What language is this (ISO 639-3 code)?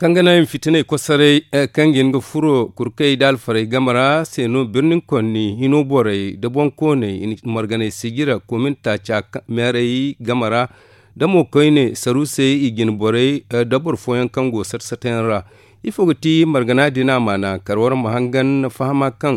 dje